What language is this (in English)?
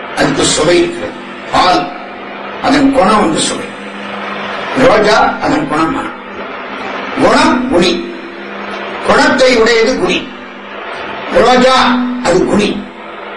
Tamil